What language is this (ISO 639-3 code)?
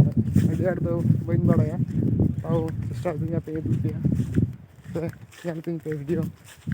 sat